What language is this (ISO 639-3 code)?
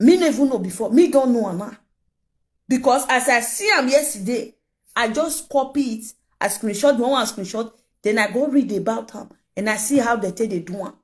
pcm